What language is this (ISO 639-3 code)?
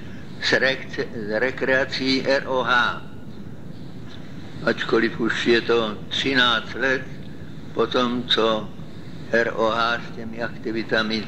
ces